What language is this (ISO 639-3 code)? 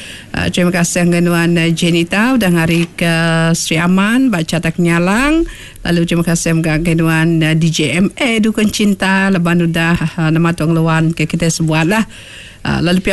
iba